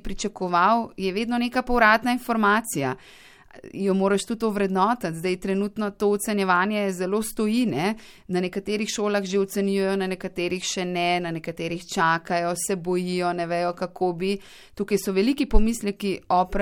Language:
Slovenian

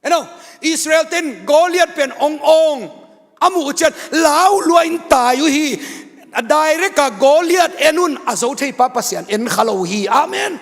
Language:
Tedim Chin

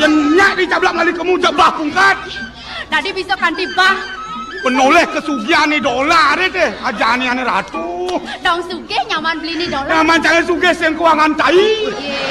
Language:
Balinese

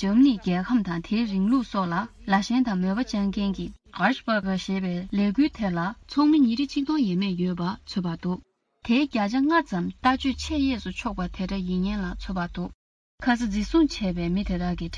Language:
Tibetan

